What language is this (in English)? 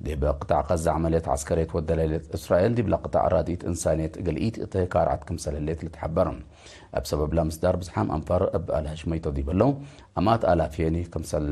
Tigre